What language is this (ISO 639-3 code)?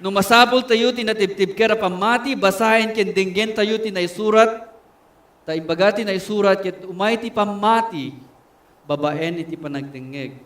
ilo